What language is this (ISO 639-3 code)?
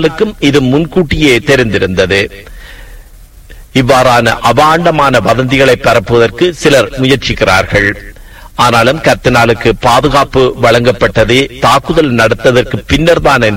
tam